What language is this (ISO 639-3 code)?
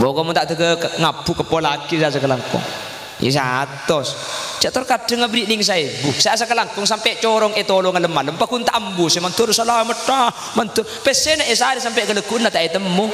mad